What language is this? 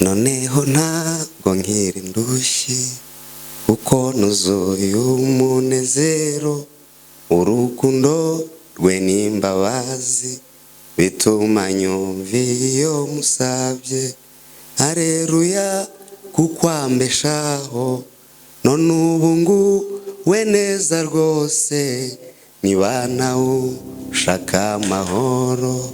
Kinyarwanda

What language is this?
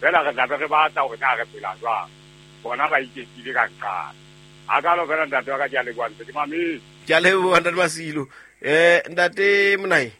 Southern Sotho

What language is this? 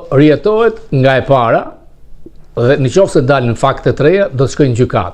Albanian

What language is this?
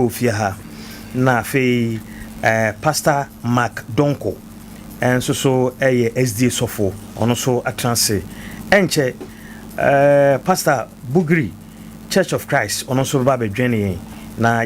Akan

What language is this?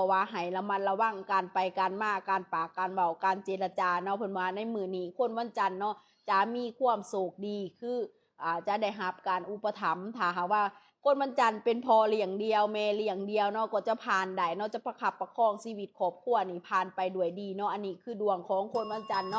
Lao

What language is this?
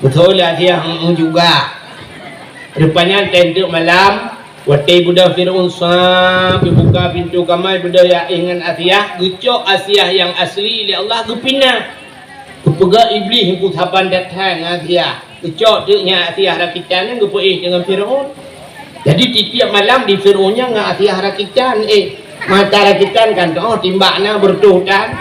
Achinese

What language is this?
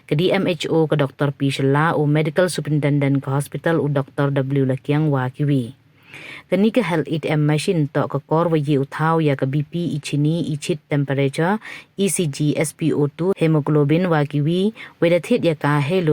Pnar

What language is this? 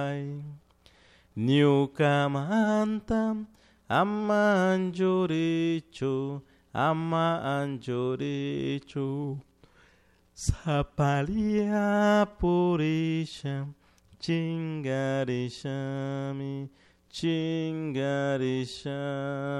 Chimborazo Highland Quichua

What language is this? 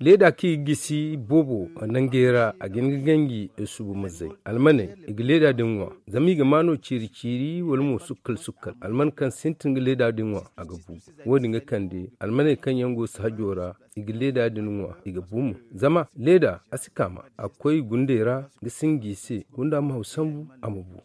Zarma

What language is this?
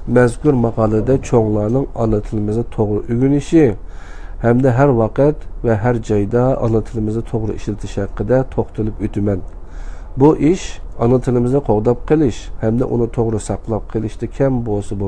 Uyghur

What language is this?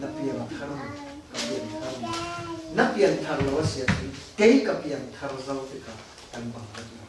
Falam Chin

